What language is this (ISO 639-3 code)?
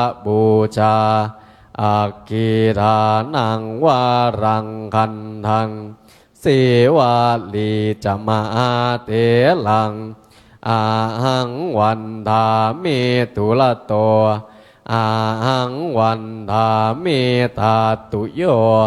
pli